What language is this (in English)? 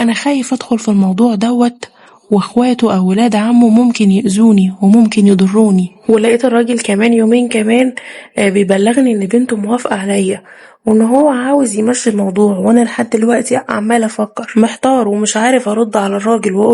Egyptian Arabic